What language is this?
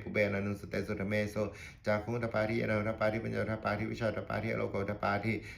Pali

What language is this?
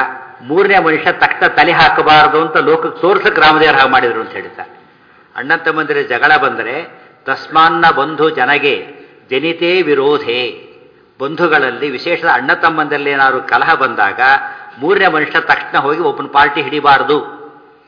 Kannada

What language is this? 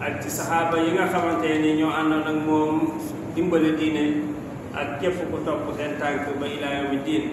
Wolof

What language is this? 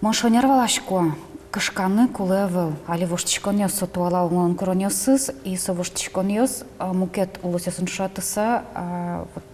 Udmurt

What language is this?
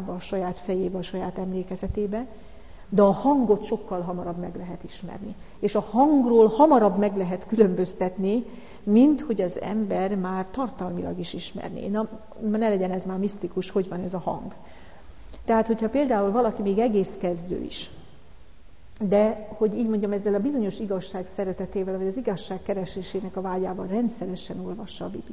Hungarian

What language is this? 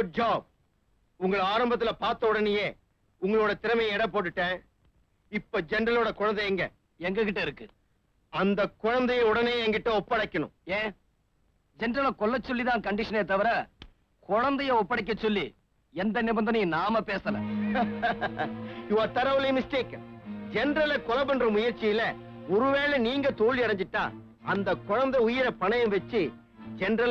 Tamil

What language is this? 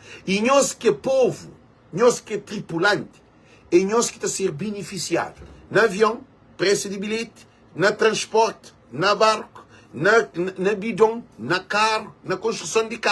Kabuverdianu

